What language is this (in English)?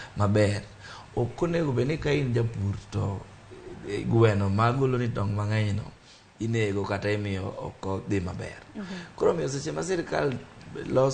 Luo (Kenya and Tanzania)